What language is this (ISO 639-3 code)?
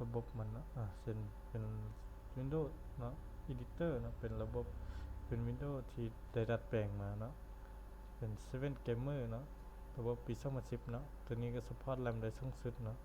lao